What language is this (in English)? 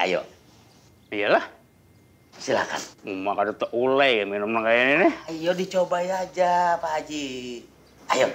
Banjar